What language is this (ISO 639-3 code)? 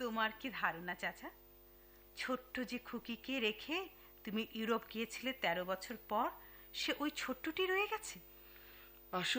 ben